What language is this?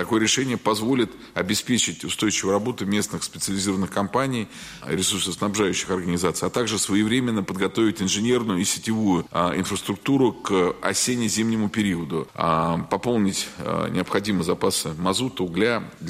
Russian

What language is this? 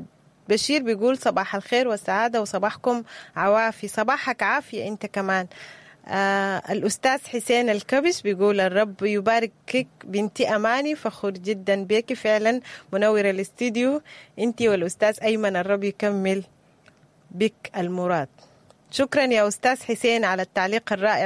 Sudanese Arabic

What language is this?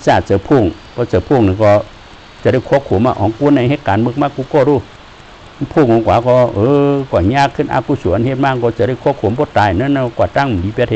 Shan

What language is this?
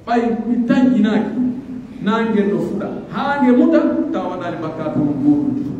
Pular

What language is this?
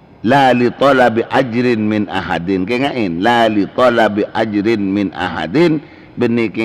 Madurese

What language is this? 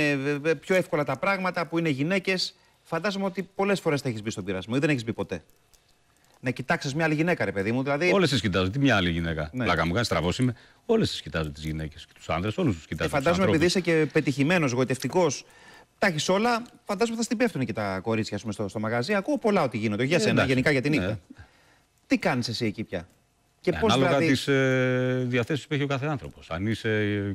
Greek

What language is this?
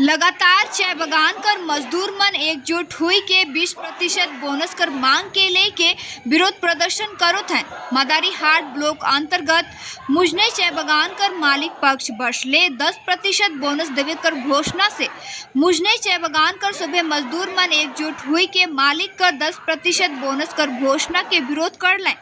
Sadri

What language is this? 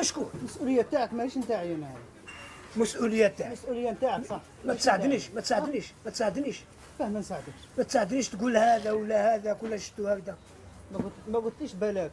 Algerian Arabic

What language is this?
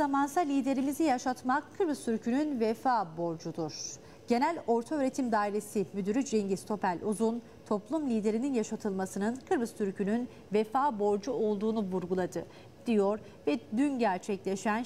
Turkish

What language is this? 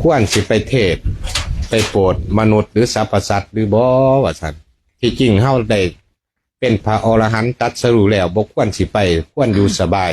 Lao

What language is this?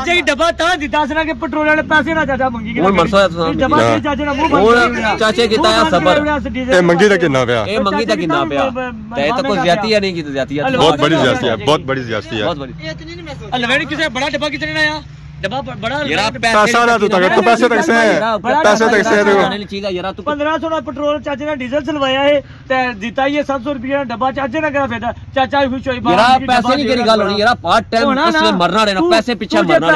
Pahari-Potwari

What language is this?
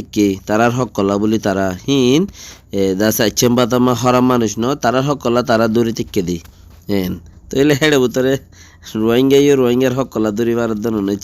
Rohingya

